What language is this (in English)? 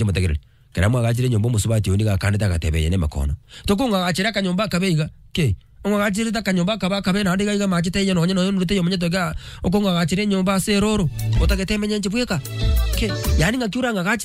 Gusii